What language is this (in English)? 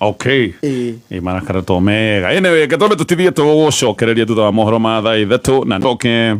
Kikuyu